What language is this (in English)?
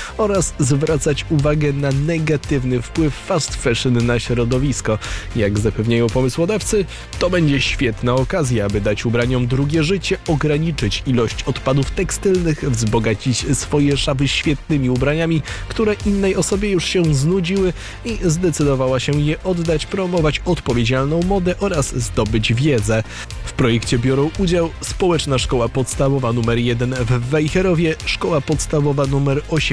Polish